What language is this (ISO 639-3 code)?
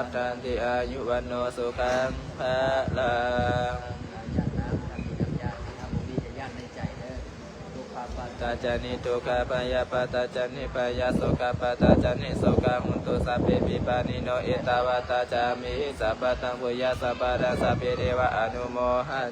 pli